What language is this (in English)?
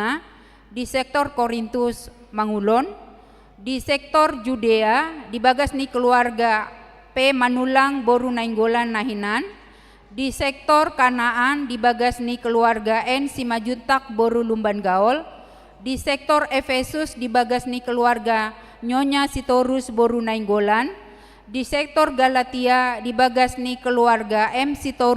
Batak Toba